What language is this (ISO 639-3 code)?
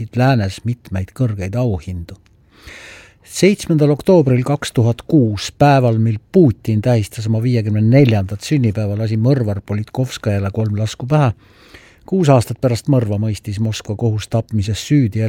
est